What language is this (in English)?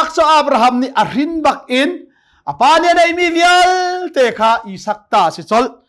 Hakha Chin